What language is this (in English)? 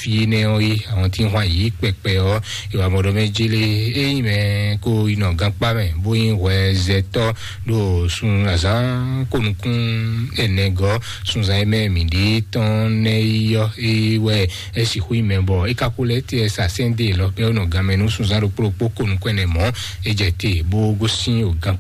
Fon